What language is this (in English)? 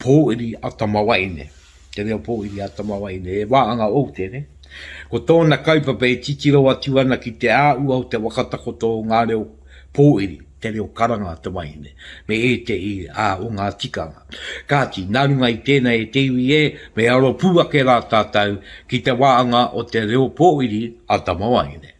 Māori